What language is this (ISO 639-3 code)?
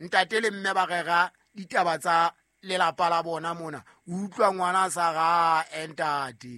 sot